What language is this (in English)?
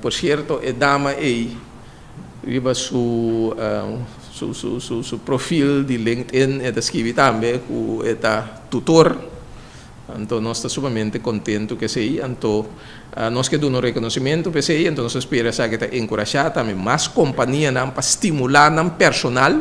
Papiamento